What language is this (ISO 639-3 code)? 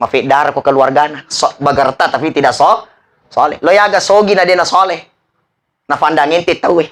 bug